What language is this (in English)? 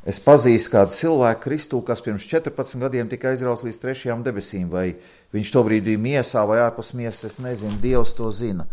Latvian